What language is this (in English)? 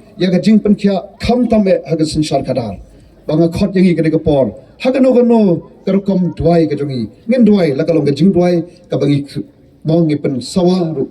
Khasi